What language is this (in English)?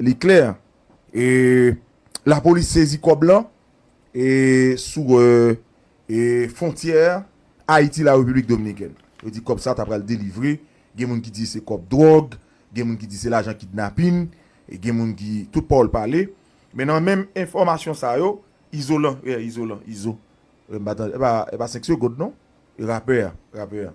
Haitian Creole